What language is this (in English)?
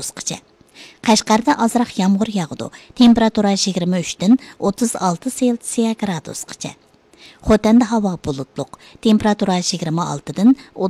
Uyghur